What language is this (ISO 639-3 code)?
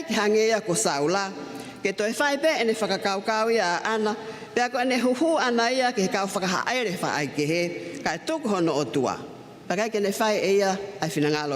ton